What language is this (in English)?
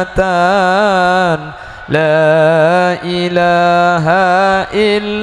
Madurese